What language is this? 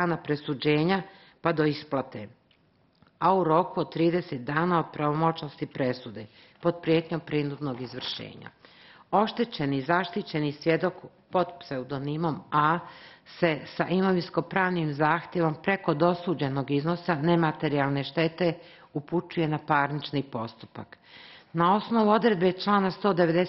Bosnian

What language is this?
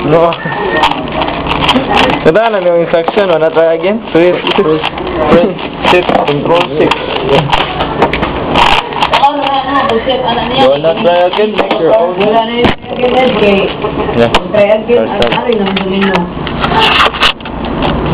Filipino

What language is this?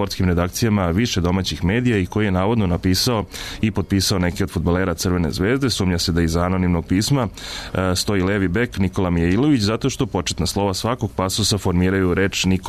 Serbian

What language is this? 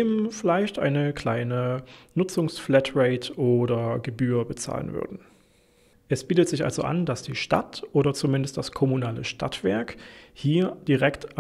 German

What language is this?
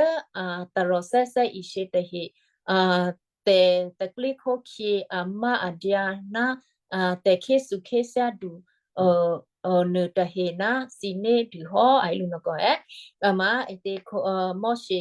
Western Kayah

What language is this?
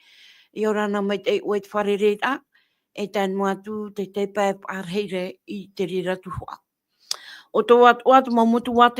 Tahitian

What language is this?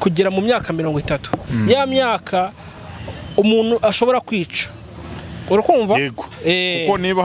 Kinyarwanda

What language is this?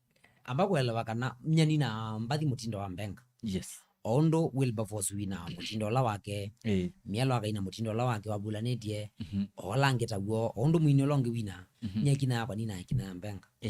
Kamba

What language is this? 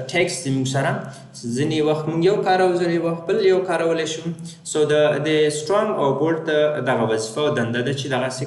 Pashto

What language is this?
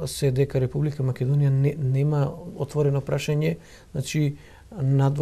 Macedonian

